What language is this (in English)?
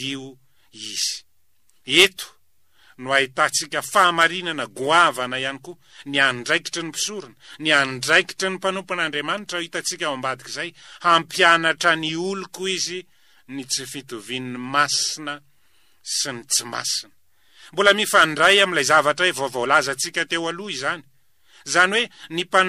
Malagasy